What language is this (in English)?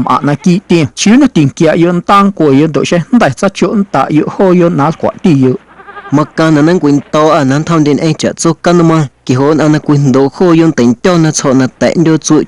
Guerrero Amuzgo